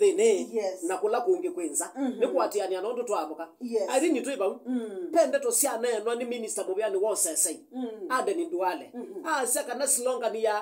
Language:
Kamba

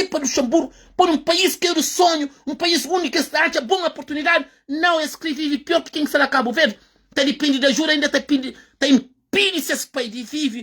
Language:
Kabuverdianu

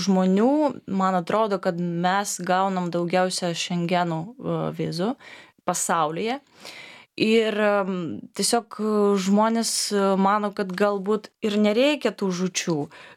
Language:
Lithuanian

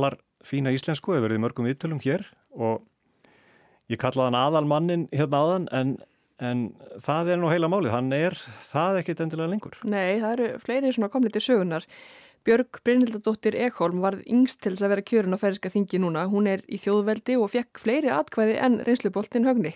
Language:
Icelandic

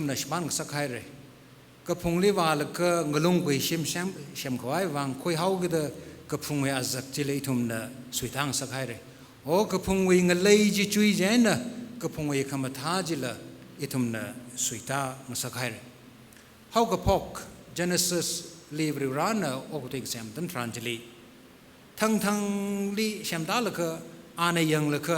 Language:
Tangkhul Naga (India)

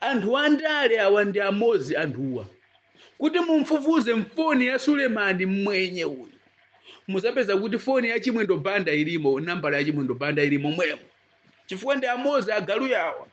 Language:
Nyanja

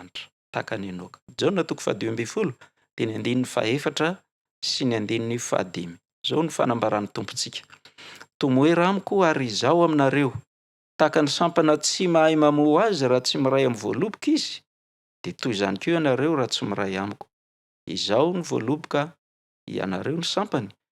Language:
Malagasy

